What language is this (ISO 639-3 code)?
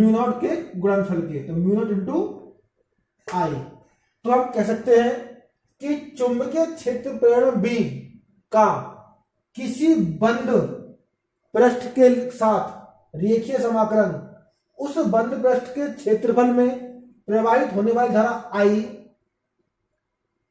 hin